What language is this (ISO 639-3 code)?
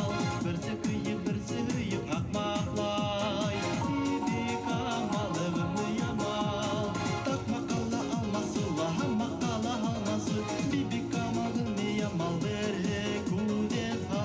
bak